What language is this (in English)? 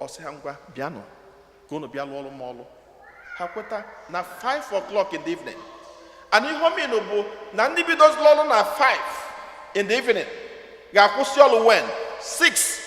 Igbo